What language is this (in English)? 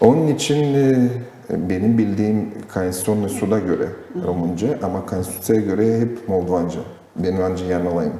Gagauz